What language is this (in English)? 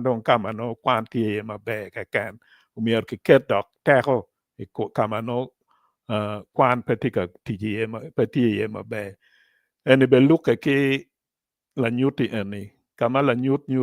Acoli